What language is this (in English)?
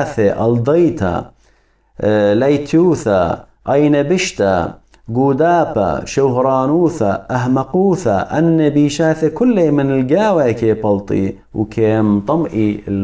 Assyrian Neo-Aramaic